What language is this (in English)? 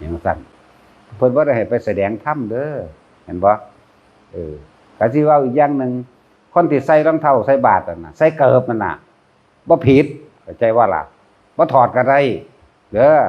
Northeastern Thai